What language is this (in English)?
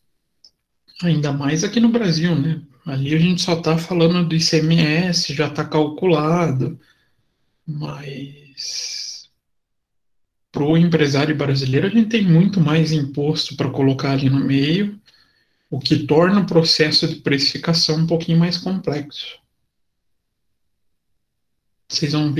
Portuguese